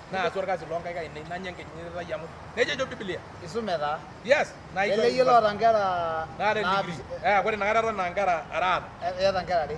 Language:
Masai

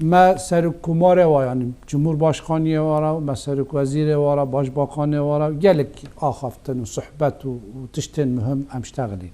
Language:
Kurdish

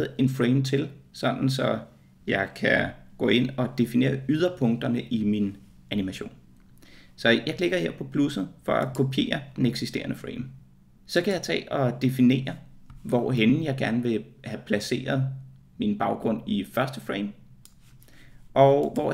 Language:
Danish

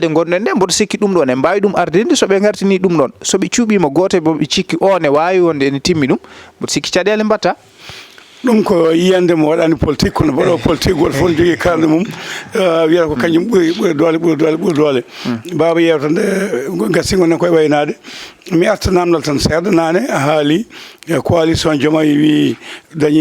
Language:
Fula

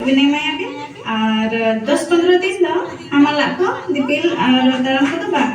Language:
Santali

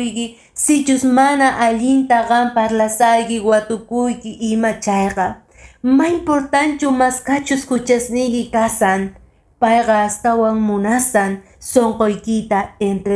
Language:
Quechua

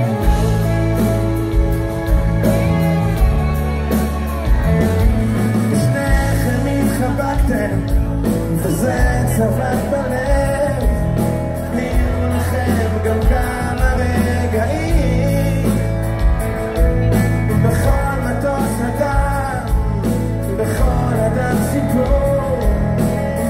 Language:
Hebrew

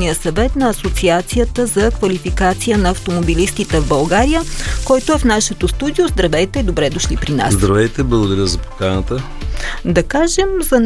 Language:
Bulgarian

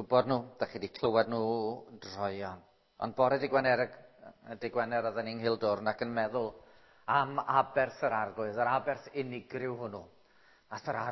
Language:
Welsh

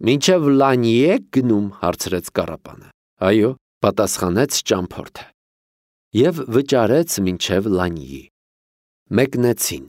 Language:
Armenian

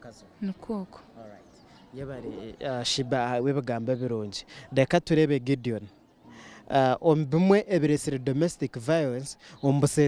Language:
Nyankole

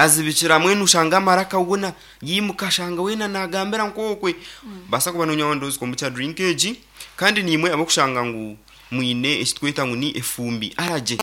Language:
Nyankole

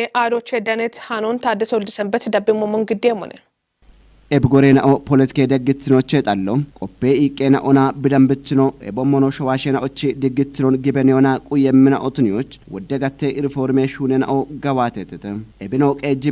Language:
Kafa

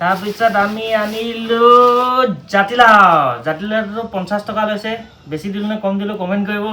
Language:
Assamese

